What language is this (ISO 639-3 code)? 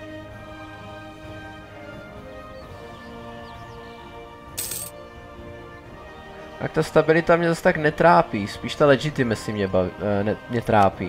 ces